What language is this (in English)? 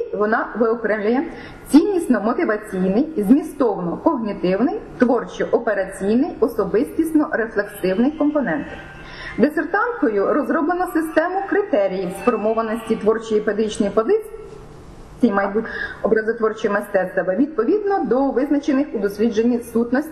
Ukrainian